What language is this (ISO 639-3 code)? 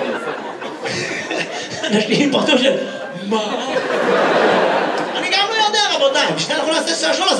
heb